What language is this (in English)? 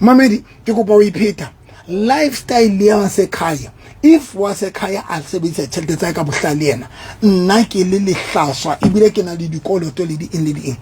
Southern Sotho